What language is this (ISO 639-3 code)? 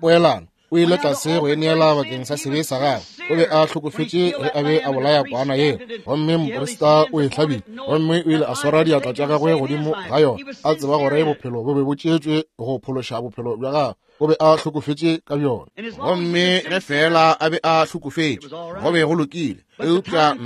nso